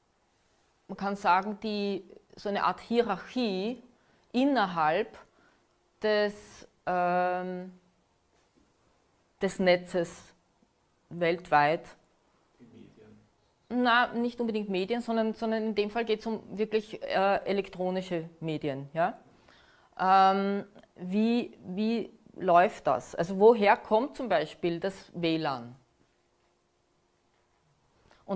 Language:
German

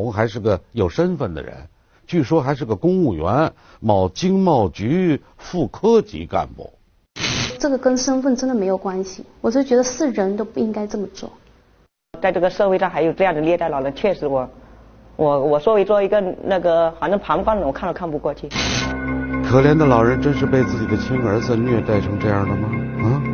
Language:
Chinese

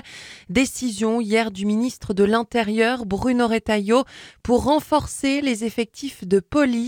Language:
French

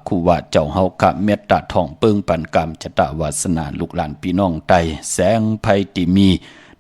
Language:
Shan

